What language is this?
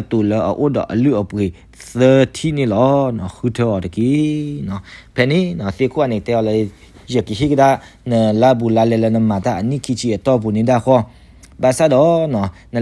S'gaw Karen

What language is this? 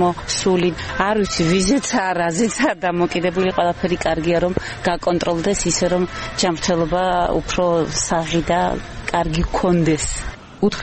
Georgian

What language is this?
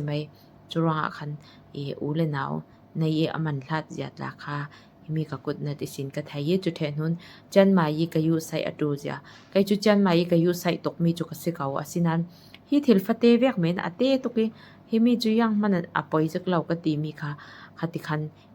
Falam Chin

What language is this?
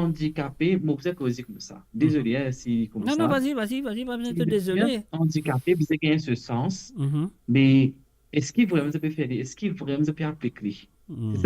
Morisyen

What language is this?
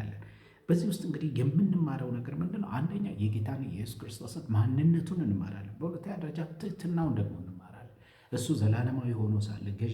Amharic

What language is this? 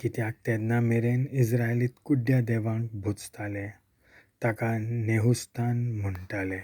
Konkani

